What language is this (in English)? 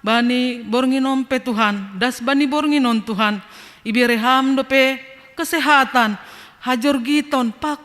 Batak Simalungun